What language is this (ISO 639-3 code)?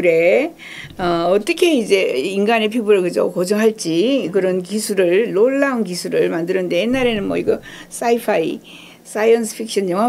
kor